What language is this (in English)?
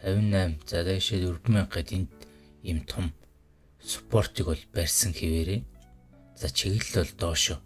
Mongolian